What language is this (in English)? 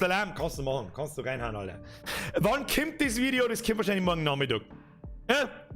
Bavarian